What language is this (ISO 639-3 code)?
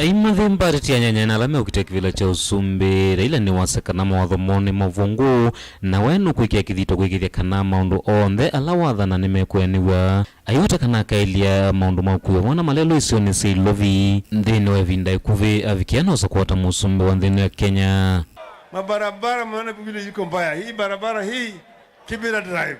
kam